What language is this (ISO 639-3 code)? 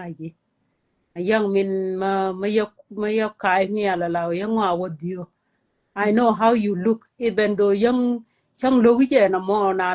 nus